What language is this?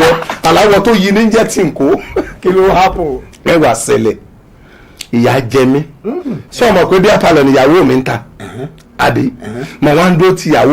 Yoruba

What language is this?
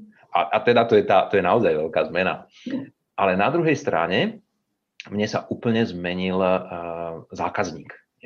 Slovak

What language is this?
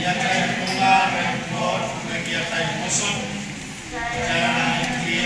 Pohnpeian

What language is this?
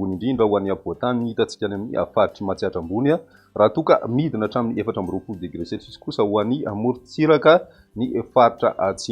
Malagasy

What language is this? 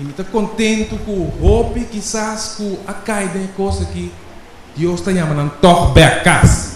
Papiamento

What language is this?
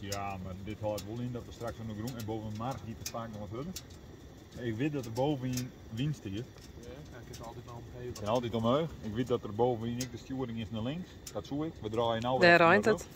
Western Frisian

